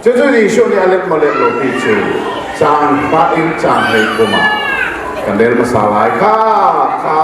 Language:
Hakha Chin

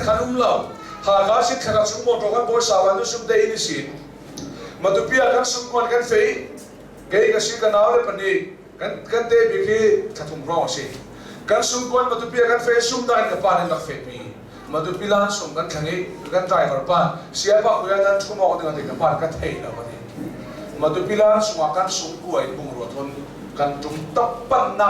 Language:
Hakha Chin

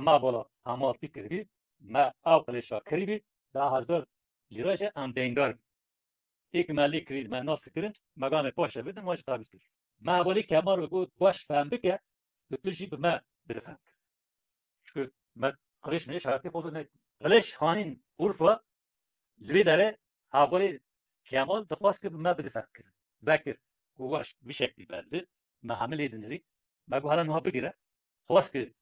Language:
Kurdish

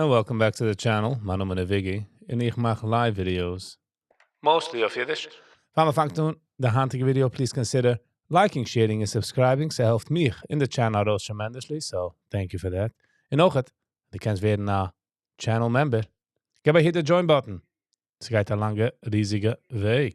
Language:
Yiddish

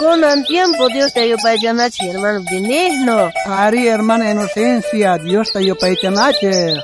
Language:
South Bolivian Quechua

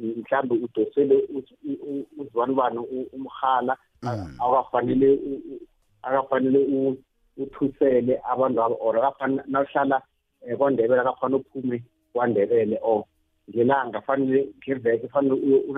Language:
South Ndebele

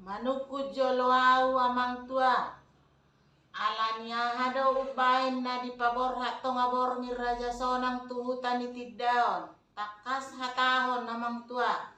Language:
Batak Toba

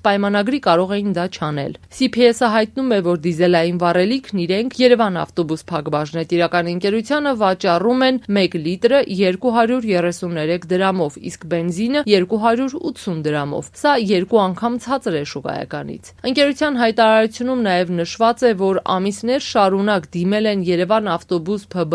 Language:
Armenian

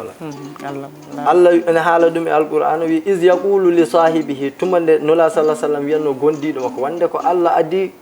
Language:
Fula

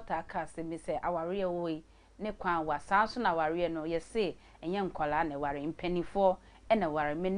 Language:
Akan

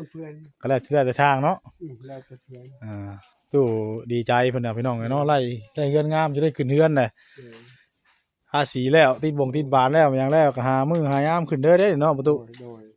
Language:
Northeastern Thai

